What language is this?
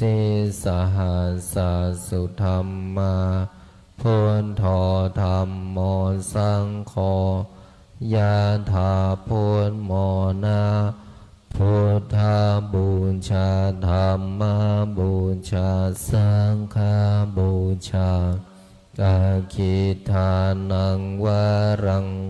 Pali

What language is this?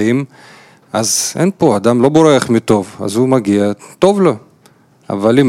Hebrew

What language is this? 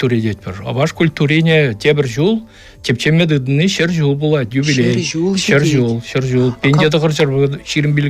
Chuvash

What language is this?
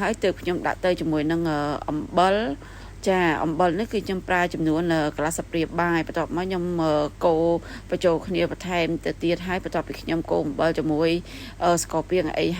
Khmer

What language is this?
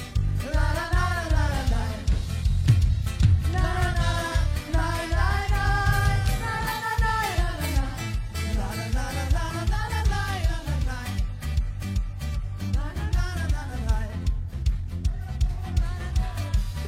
Ukrainian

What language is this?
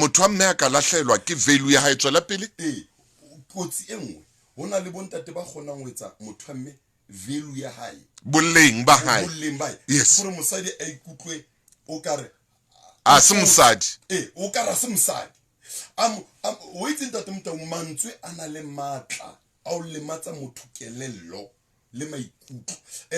Southern Sotho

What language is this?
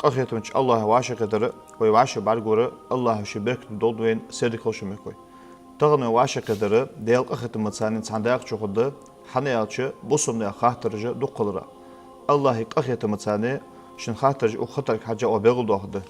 Ingush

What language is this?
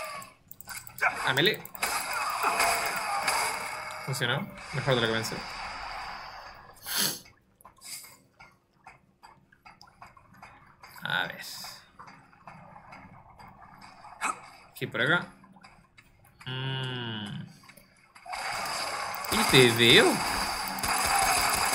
Spanish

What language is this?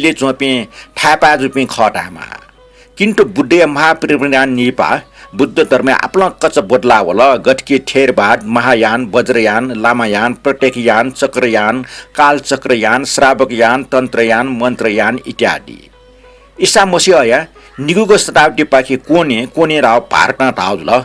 Newari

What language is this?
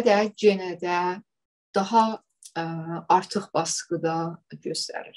South Azerbaijani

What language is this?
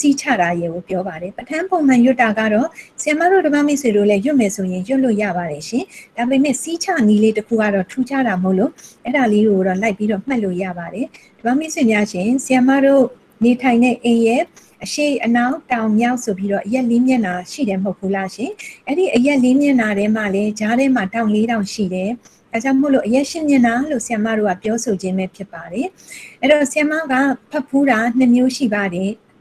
Burmese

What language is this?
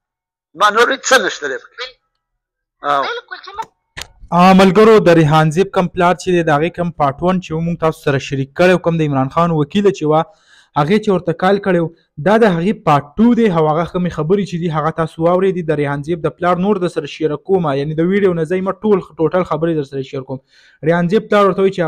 Pashto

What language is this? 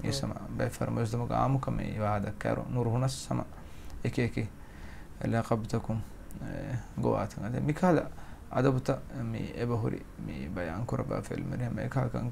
Divehi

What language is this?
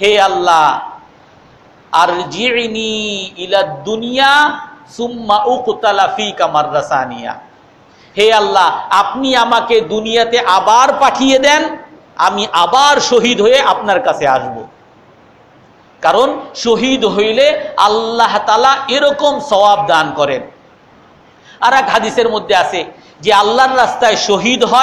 Bangla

